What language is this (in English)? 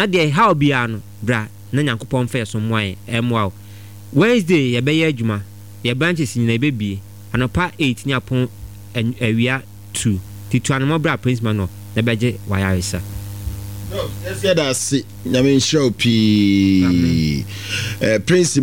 Akan